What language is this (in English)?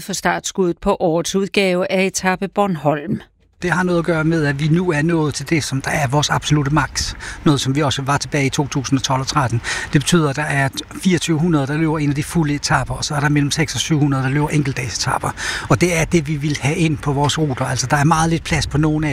Danish